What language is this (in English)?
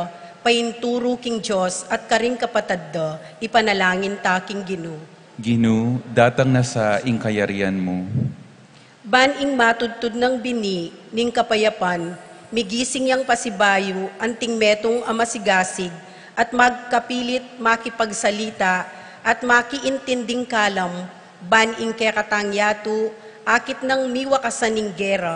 Pampanga